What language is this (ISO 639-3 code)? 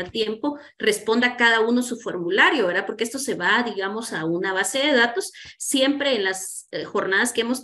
spa